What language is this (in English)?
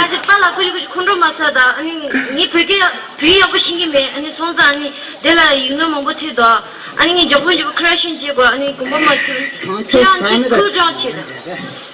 Tibetan